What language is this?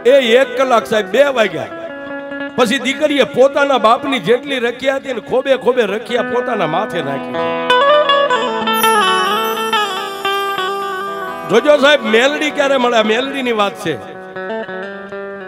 Gujarati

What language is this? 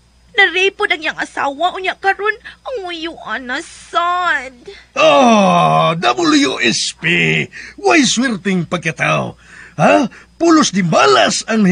Cebuano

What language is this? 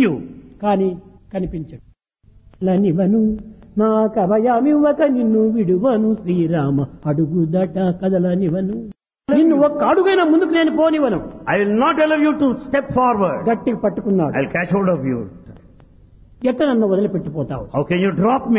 Telugu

